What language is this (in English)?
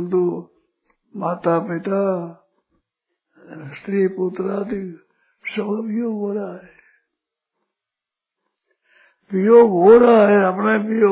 Hindi